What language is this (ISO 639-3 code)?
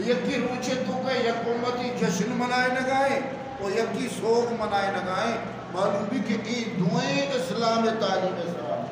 bgp